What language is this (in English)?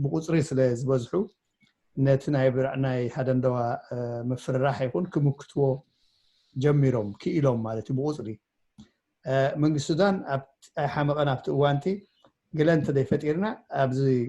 Tigrinya